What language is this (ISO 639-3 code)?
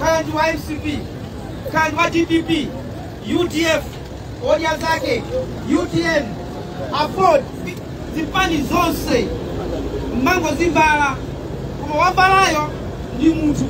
nya